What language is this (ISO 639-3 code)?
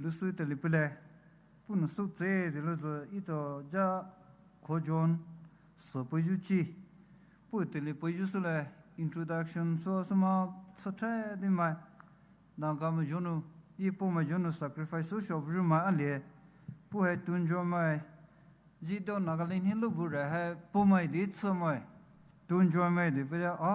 pmx